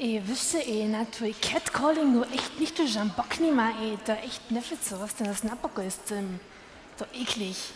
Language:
Upper Sorbian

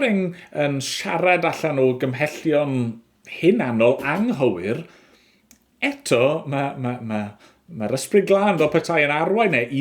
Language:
Welsh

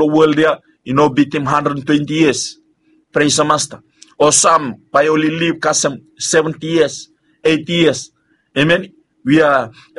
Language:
Bislama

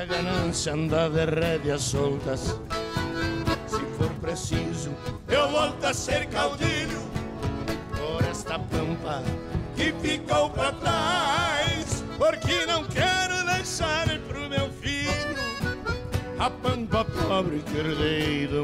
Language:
Portuguese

